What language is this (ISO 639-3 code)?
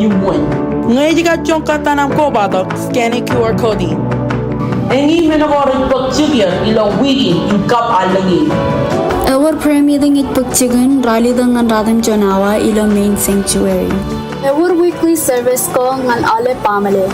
mah